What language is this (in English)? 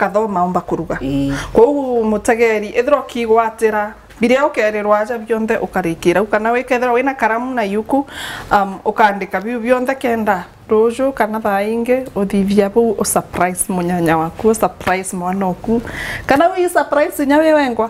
Meru